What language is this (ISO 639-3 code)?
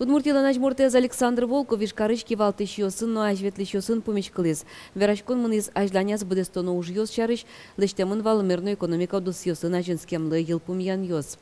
udm